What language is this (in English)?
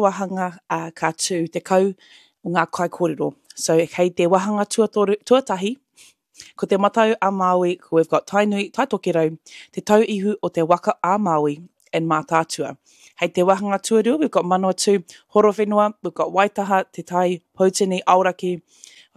Māori